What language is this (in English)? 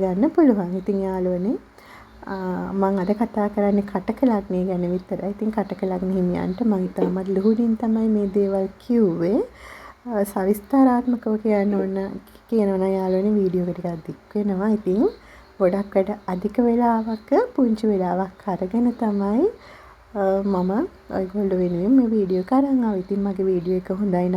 Sinhala